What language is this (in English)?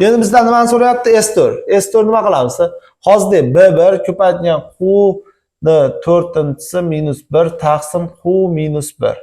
Uzbek